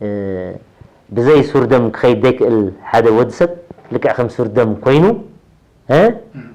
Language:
Tigrinya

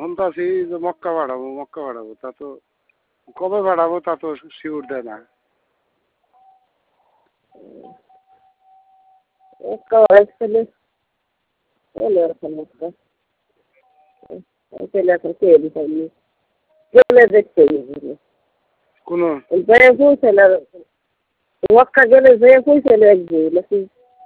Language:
Bangla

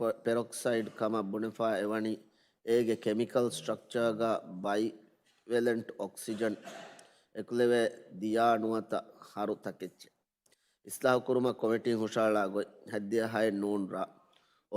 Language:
Divehi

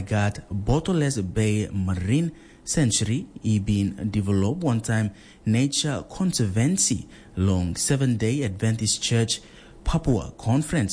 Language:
Tok Pisin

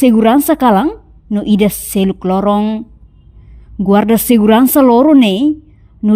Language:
Tetum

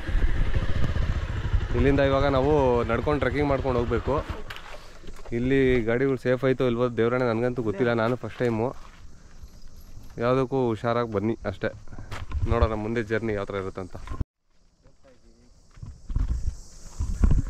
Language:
Kannada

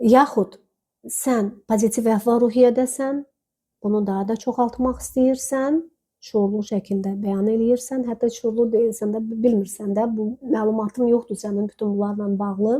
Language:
Azerbaijani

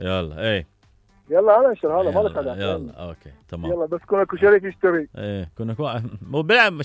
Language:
Mesopotamian Arabic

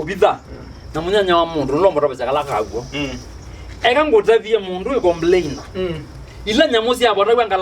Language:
Kamba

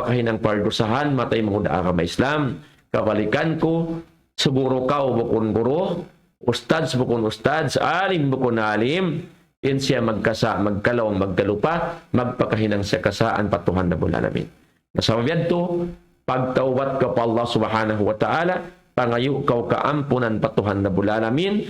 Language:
Tausug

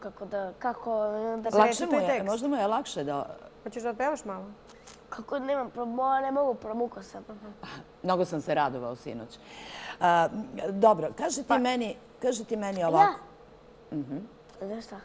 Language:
Serbian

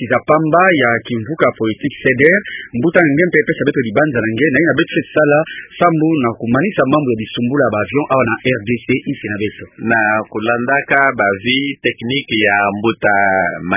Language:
Kituba (Democratic Republic of Congo)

